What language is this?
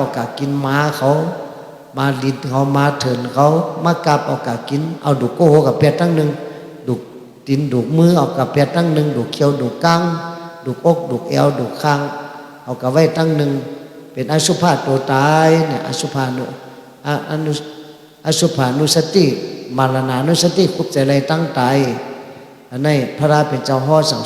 Shan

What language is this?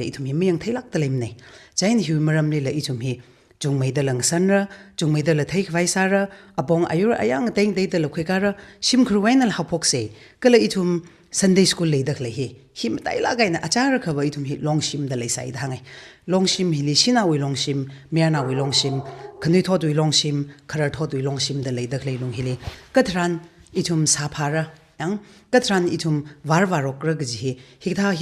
Tangkhul Naga (India)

